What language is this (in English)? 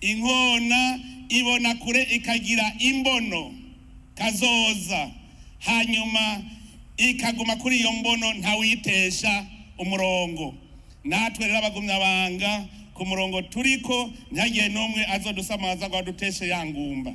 Rundi